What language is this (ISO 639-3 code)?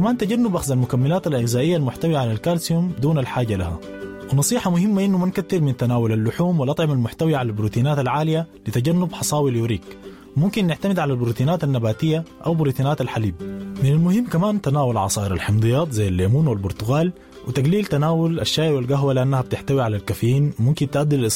apd